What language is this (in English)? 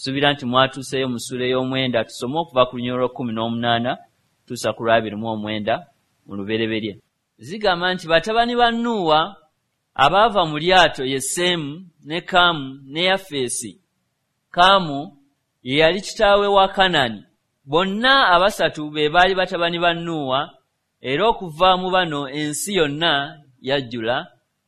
Ganda